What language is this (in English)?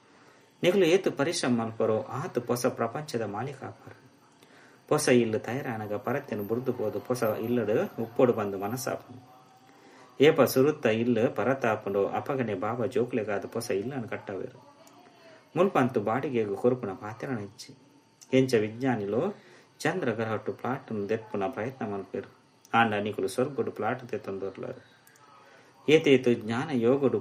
Tulu